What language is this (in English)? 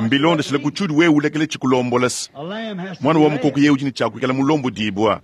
Luba-Lulua